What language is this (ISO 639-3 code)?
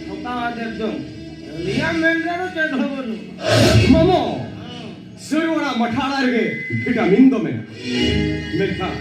sat